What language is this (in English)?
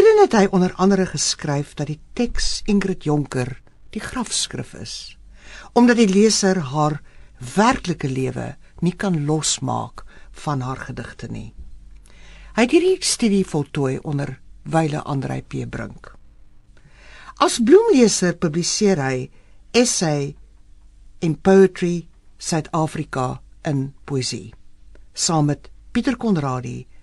Afrikaans